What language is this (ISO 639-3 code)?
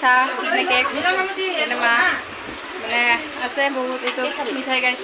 asm